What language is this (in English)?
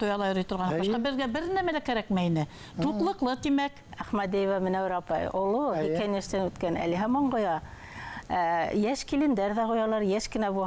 Bashkir